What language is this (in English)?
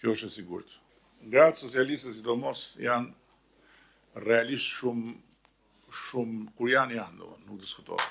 Albanian